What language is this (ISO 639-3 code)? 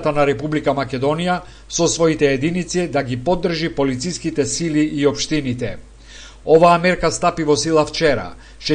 mkd